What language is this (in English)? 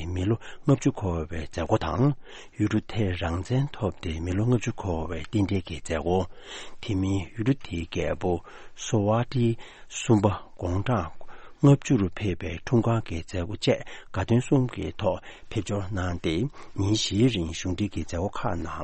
Tibetan